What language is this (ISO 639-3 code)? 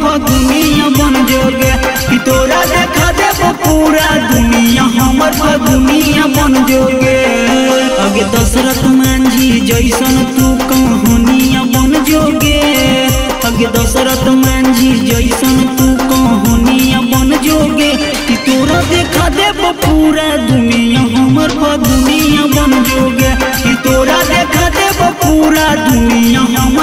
mag